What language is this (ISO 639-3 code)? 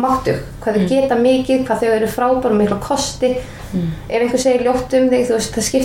isl